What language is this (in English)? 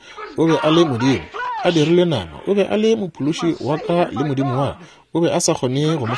Northern Sotho